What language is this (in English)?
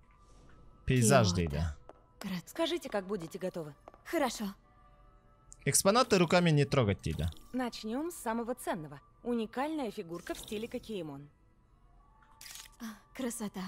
Kazakh